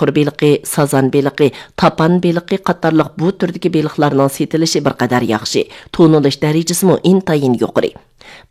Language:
Uyghur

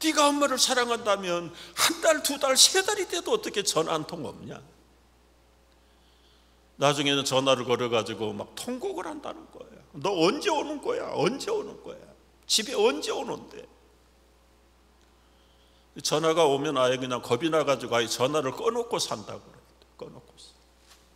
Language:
Korean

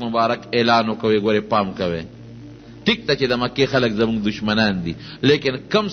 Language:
Pashto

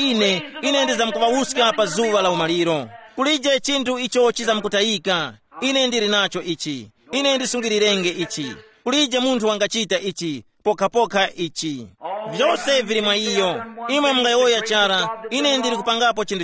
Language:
Tumbuka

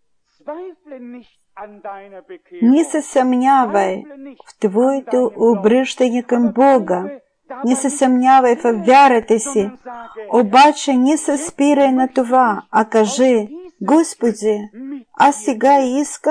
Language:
Bulgarian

